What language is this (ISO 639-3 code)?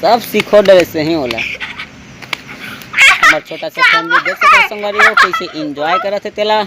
hne